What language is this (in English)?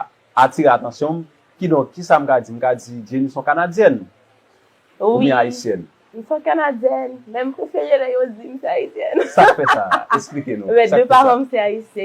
Haitian Creole